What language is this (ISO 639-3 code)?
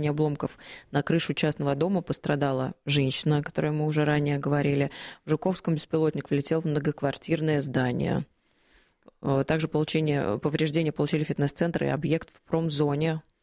rus